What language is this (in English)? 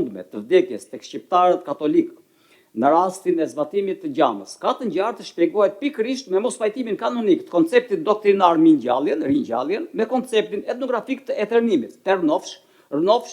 Albanian